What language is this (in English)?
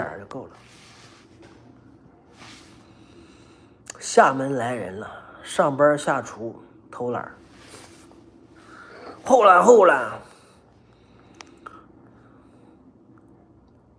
Chinese